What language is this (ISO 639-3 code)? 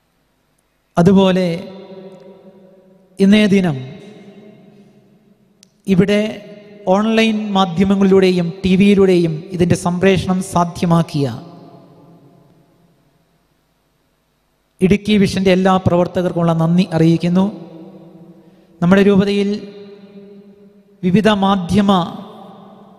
mal